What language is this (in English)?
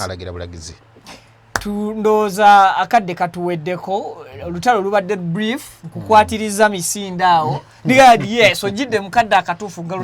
Ganda